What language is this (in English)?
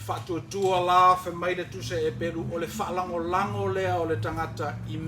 Samoan